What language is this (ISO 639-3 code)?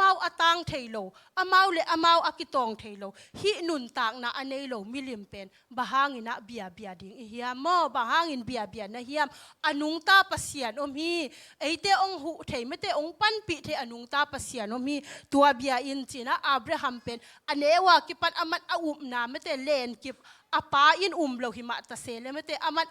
ctd